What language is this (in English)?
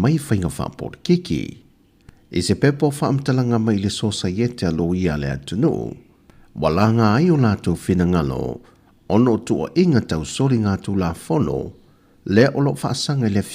Samoan